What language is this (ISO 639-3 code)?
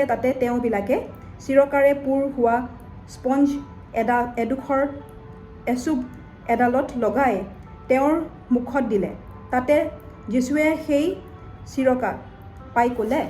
asm